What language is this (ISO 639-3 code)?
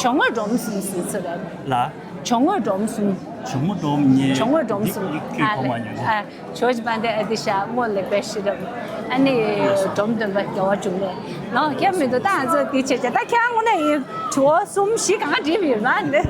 bod